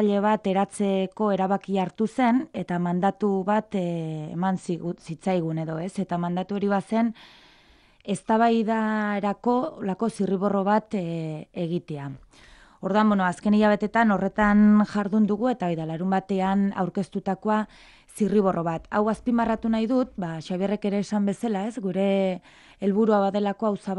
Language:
Basque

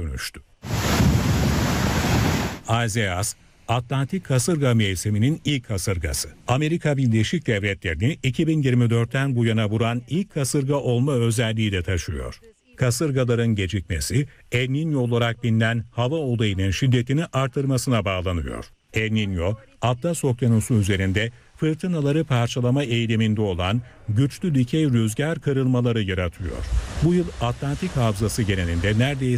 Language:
Turkish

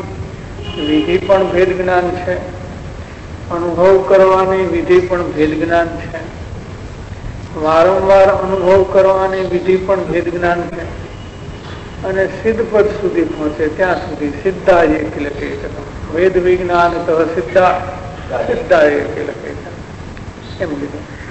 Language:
Gujarati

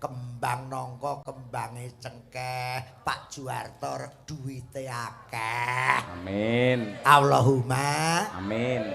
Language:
Javanese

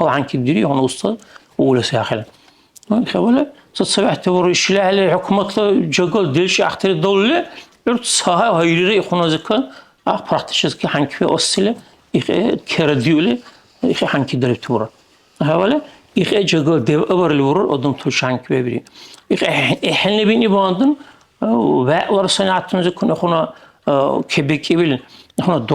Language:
Dargwa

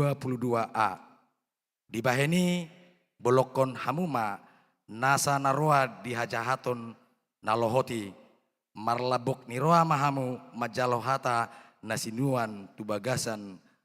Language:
Batak Toba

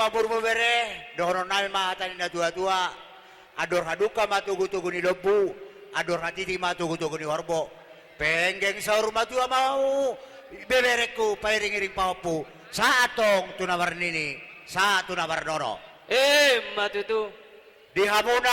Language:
Batak Toba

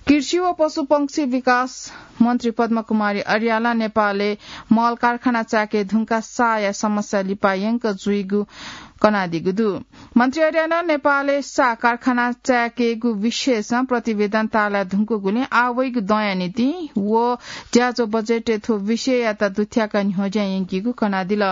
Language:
Newari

